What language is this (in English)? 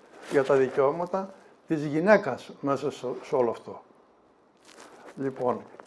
Greek